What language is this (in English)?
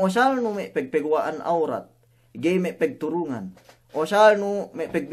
Yakan